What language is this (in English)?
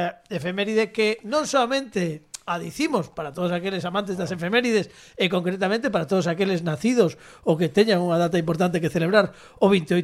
Galician